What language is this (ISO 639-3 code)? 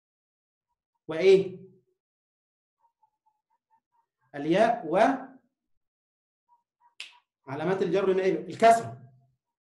ara